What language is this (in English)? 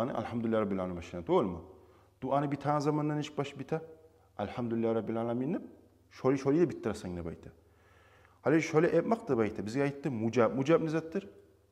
Kumyk